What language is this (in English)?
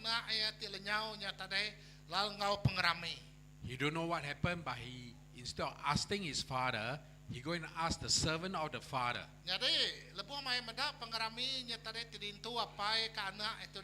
Iban